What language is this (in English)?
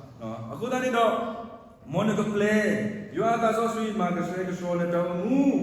S'gaw Karen